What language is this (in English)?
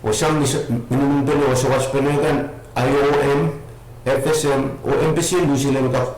Pohnpeian